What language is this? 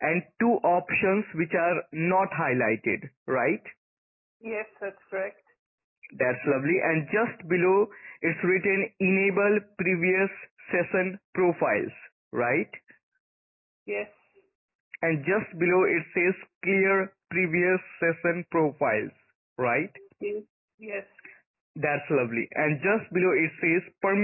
English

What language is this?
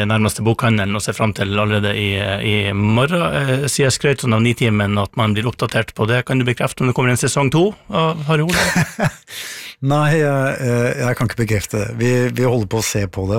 Norwegian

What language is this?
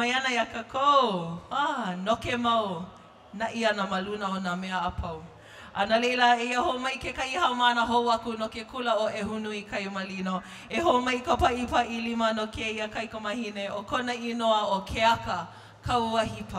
Hawaiian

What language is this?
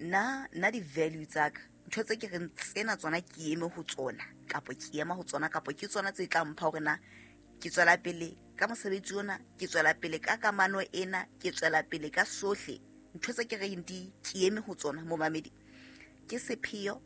Southern Sotho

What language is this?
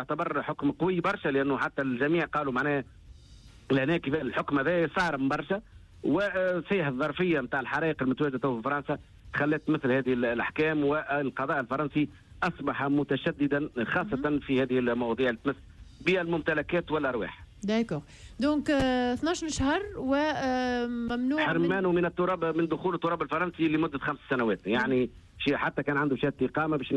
Tunisian Arabic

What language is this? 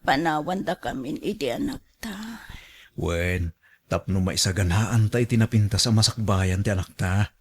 Iloko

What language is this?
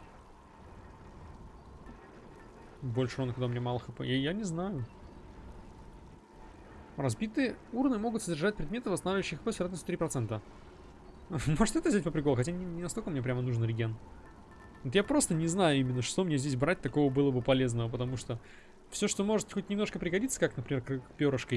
Russian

